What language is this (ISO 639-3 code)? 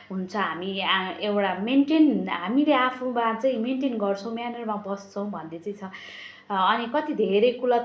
nep